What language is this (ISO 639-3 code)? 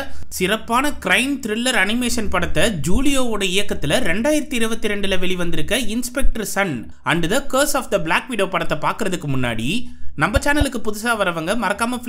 tam